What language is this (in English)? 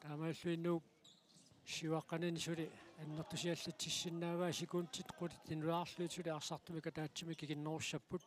Kalaallisut